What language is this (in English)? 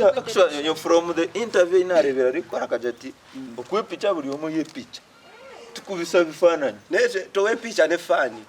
Nyankole